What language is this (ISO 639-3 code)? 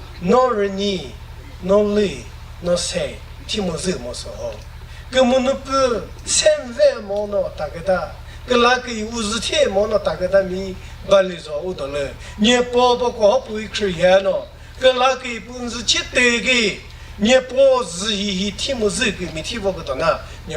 nri